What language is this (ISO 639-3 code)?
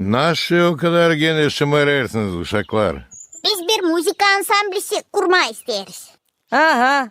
gag